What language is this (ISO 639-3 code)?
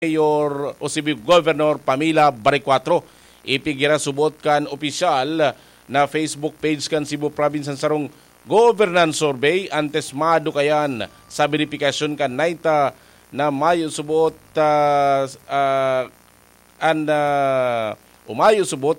bik